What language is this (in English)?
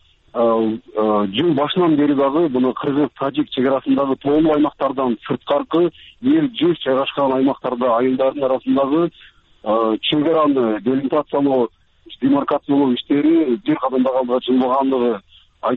Kyrgyz